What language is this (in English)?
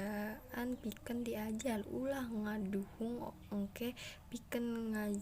Sundanese